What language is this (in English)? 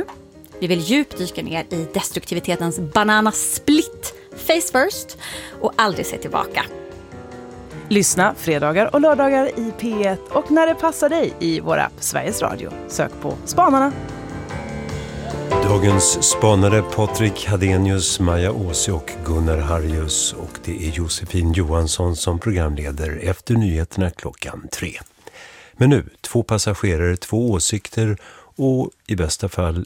Swedish